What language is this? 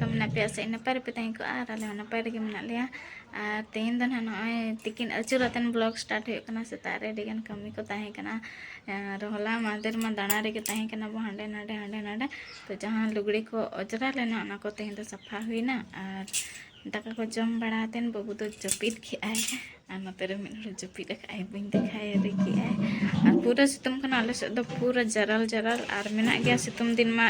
Santali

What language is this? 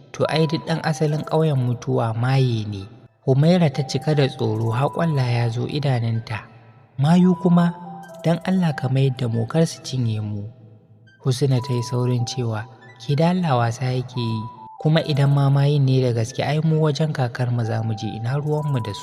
Hausa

